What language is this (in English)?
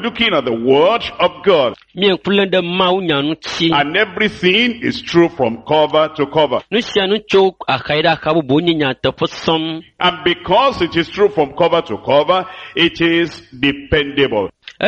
Ewe